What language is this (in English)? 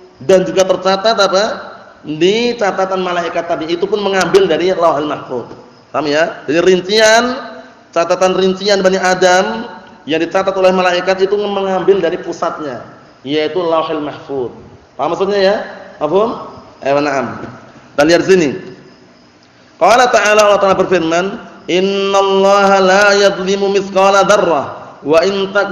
Indonesian